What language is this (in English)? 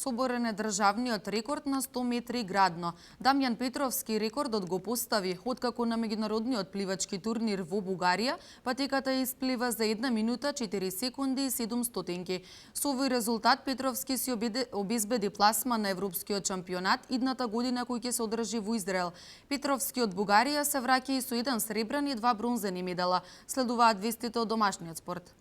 Macedonian